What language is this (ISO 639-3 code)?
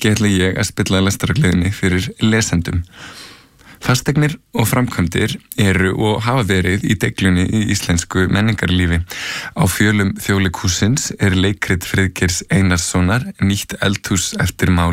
isl